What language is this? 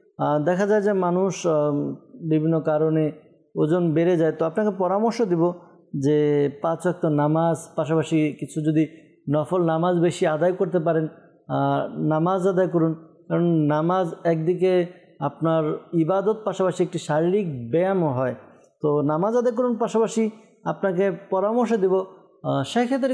Bangla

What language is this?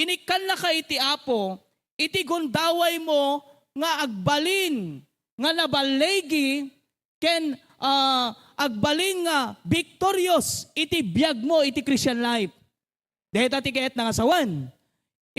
Iloko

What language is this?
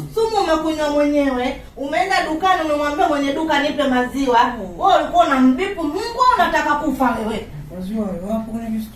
Swahili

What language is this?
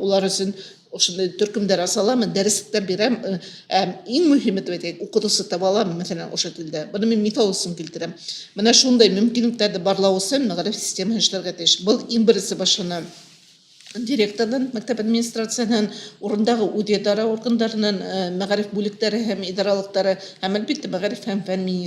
Bashkir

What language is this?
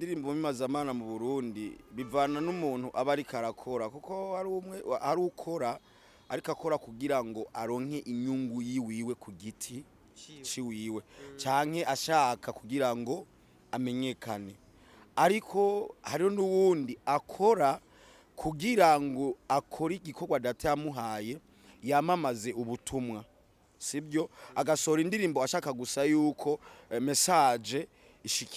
Rundi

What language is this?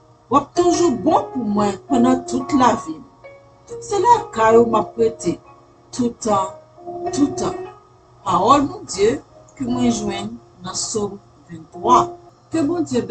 Haitian Creole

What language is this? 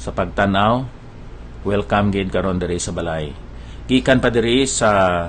Hiligaynon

